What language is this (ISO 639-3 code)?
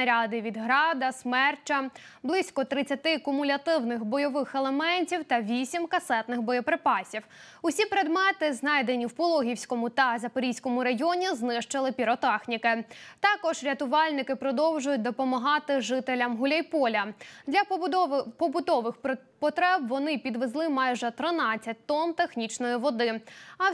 ukr